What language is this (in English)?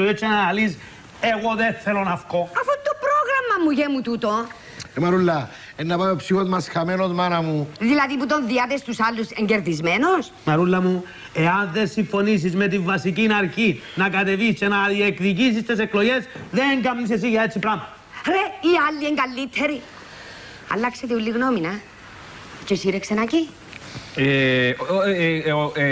Greek